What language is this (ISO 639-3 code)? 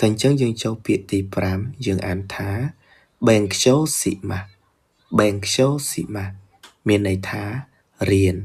khm